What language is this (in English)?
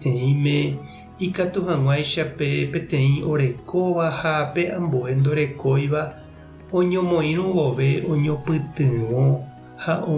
Guarani